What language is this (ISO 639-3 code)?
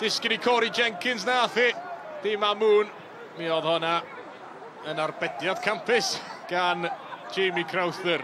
cym